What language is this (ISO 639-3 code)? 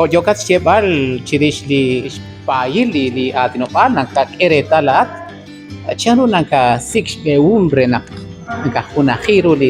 kek